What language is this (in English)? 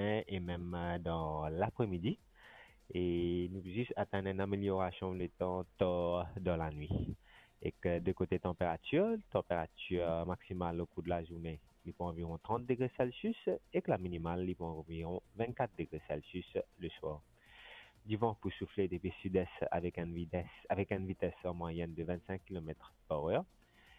Morisyen